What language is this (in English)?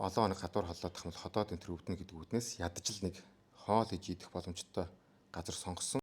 Mongolian